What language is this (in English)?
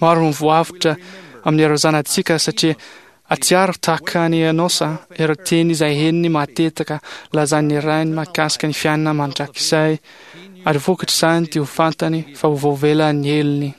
Malagasy